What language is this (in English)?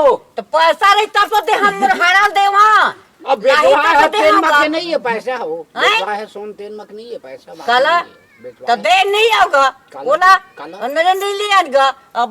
Chhattisgarhi